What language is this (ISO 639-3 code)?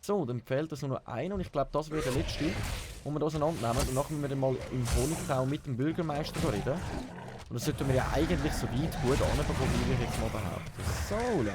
gsw